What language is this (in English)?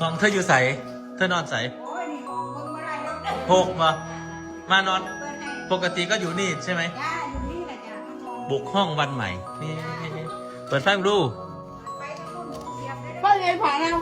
Northeastern Thai